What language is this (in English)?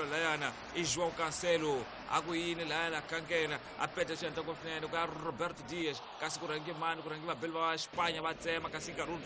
Tsonga